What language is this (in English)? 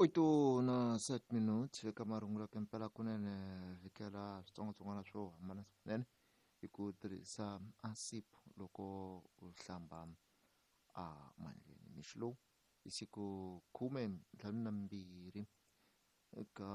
Tsonga